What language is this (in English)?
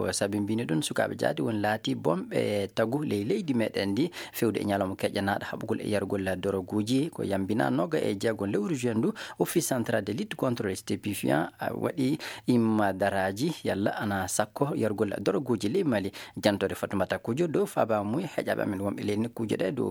Fula